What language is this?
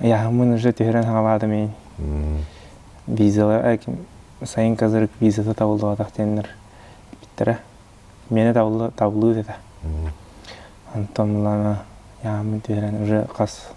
Yakut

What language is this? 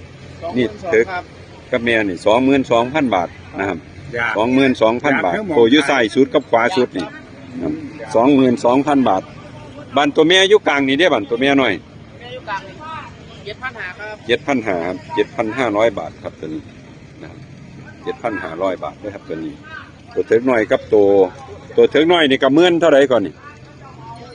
Northeastern Thai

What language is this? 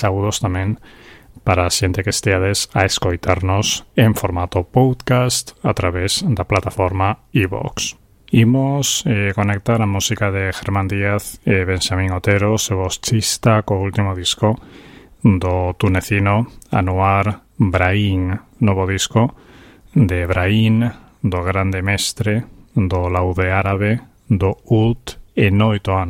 Galician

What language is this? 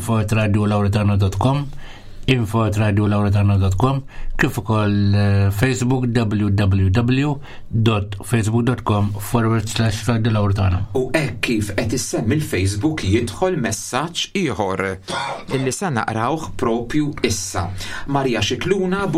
Maltese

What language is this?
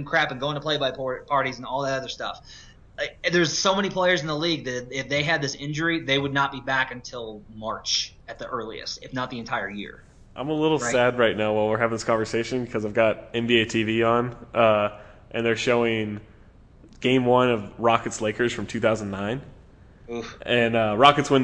English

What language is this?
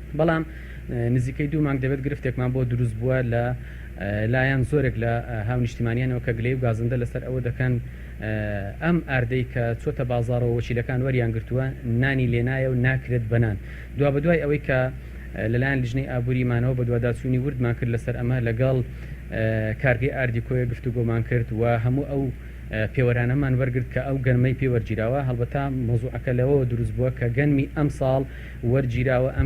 Central Kurdish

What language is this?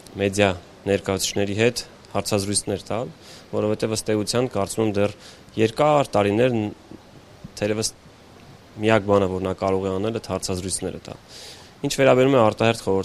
Armenian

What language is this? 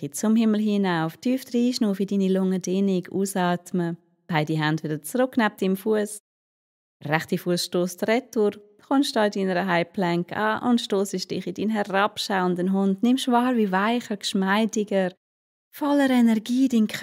Swiss German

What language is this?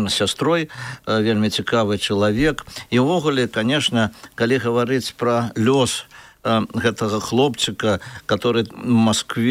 Belarusian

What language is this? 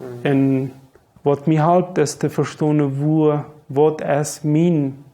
Plautdietsch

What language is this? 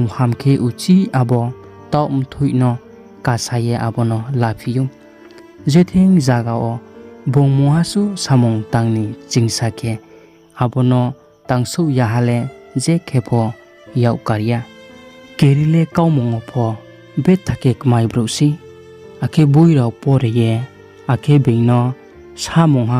Riang (India)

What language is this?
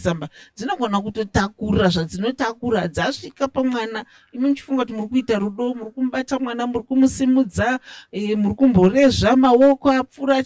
Shona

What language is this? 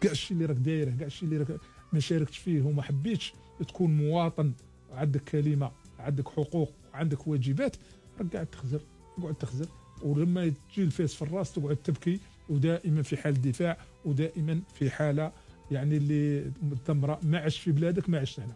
Algerian Arabic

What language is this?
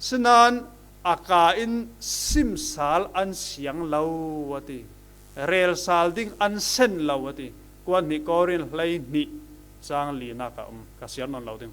Falam Chin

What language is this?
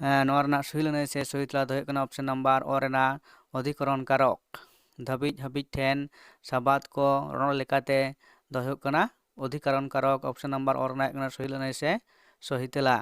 Santali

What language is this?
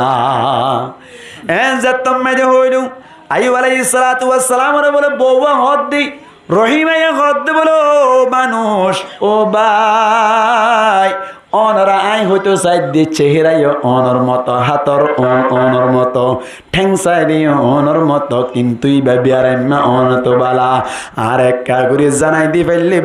Rohingya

